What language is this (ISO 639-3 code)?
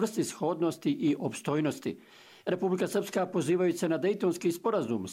hrv